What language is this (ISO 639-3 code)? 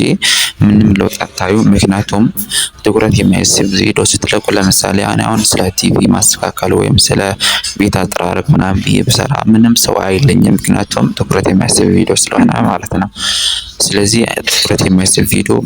amh